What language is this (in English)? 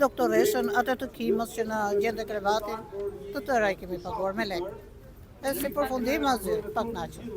Albanian